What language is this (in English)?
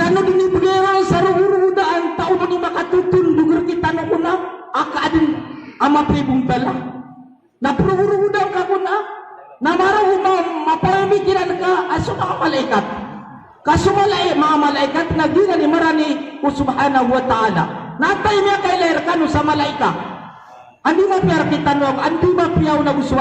Maranao